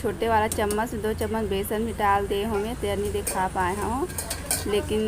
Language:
Chhattisgarhi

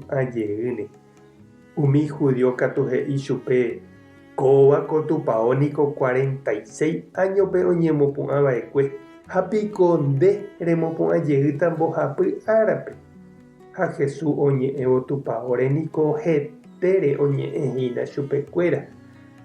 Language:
Guarani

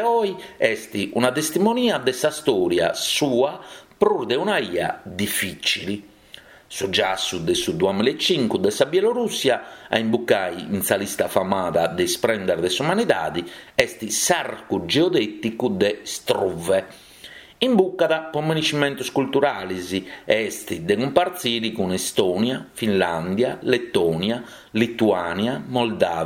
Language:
Sardinian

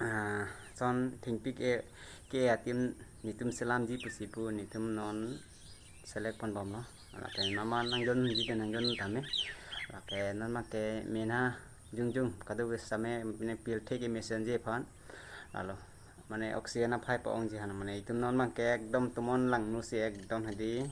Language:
Karbi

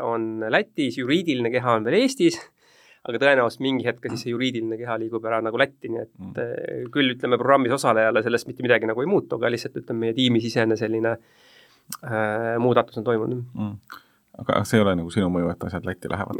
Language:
Estonian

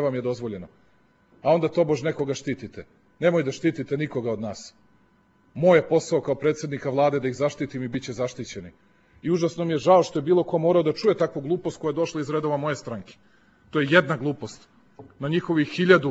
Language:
Serbian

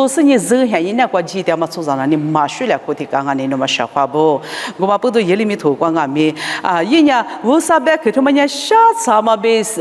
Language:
Lisu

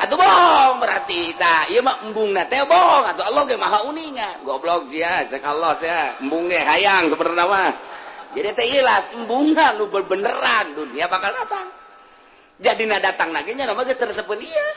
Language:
Sundanese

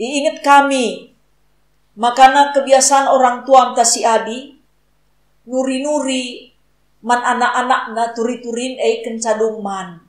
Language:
Batak Karo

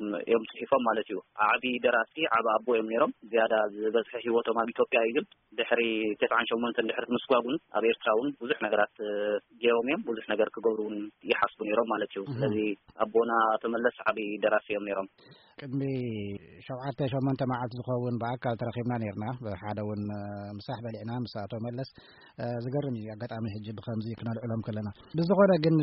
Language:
Tigrinya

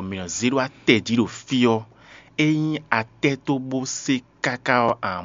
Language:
Fon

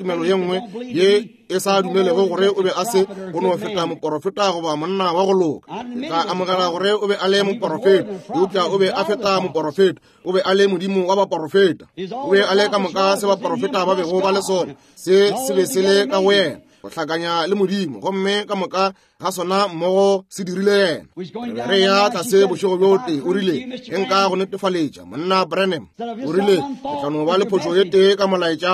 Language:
Northern Sotho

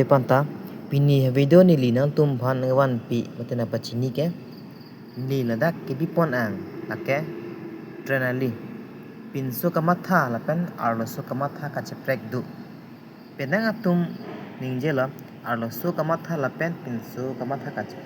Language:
Karbi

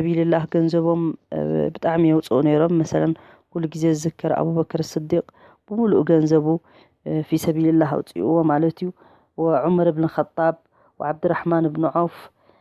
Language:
Tigrinya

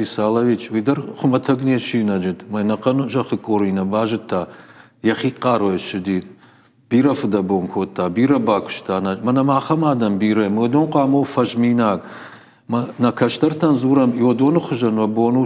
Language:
Ossetic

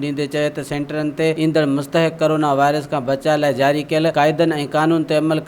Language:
Sindhi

